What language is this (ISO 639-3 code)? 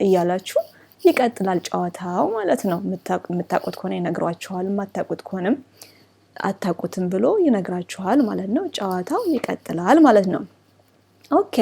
amh